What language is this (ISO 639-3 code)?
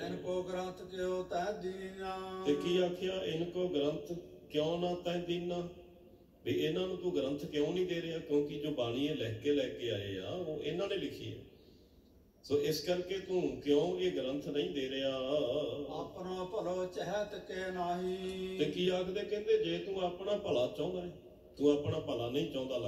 pan